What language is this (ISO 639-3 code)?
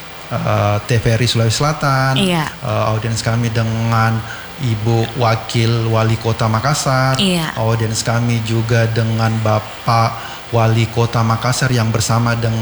ind